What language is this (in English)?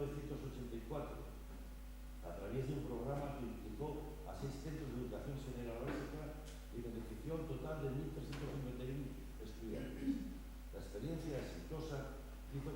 Asturian